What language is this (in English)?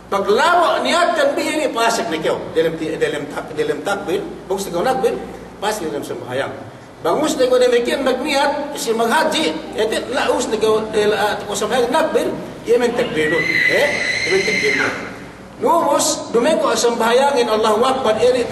Yakan